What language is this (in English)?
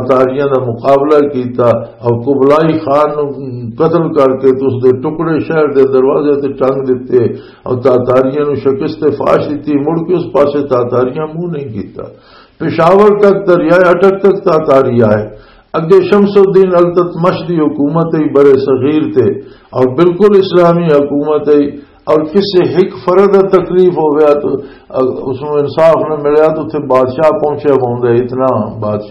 Western Panjabi